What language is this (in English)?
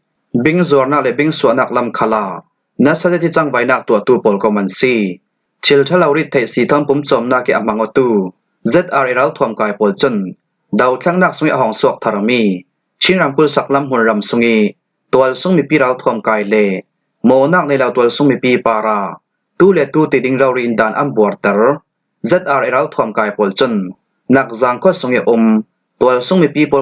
Falam Chin